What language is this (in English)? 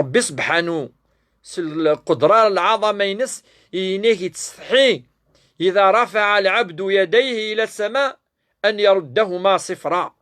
Kabyle